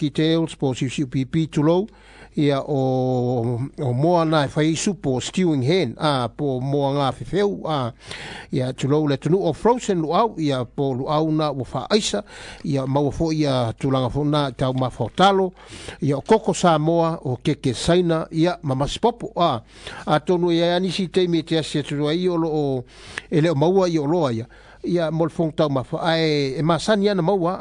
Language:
Samoan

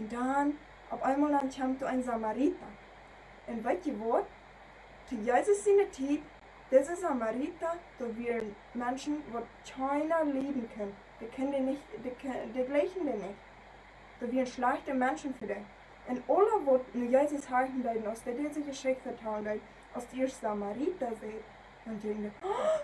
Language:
Plautdietsch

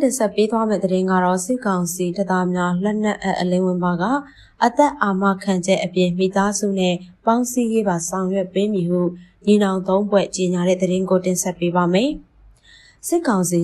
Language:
Burmese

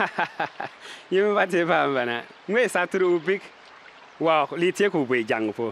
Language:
Bimoba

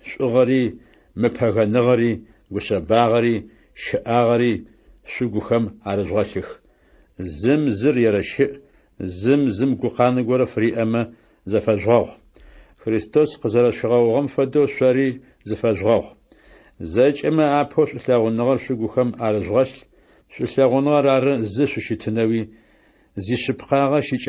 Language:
Adyghe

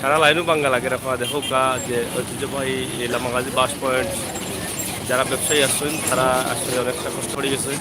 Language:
Sylheti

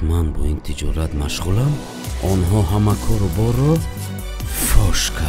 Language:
Tajik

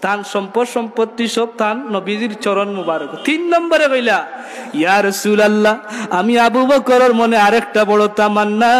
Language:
Sylheti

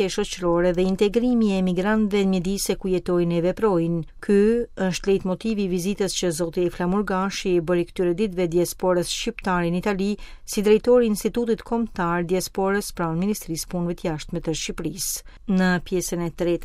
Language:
Albanian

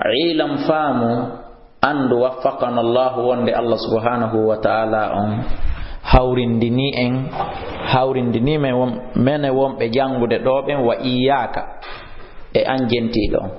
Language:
Fula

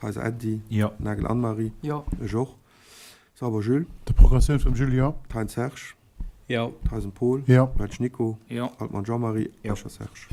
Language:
Luxembourgish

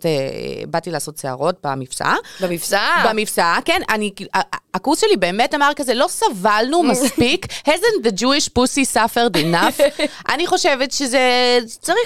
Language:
Hebrew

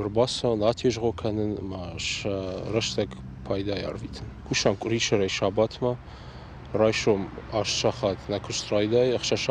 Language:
Ossetic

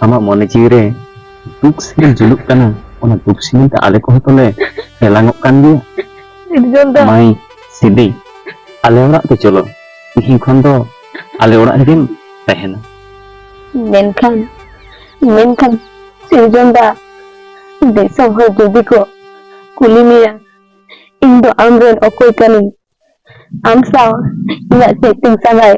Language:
Santali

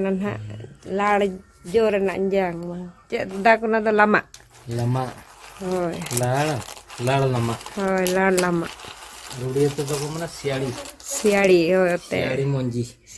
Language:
Santali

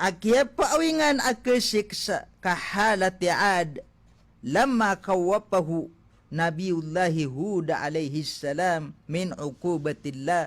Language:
Maranao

